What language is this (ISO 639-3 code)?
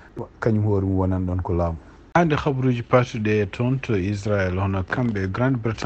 ful